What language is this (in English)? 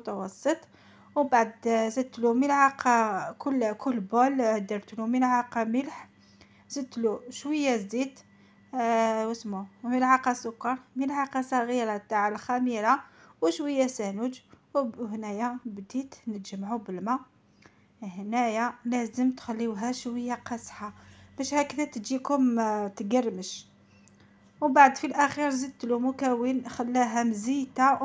Algerian Arabic